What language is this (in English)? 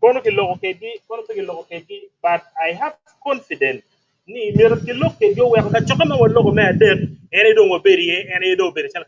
Acoli